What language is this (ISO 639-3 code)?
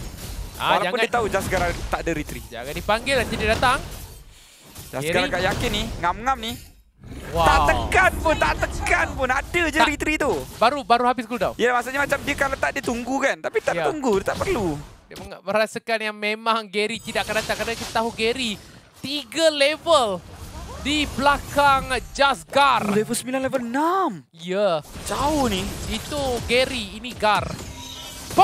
msa